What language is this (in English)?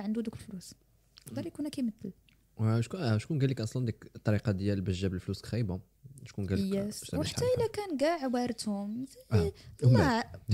Moroccan Arabic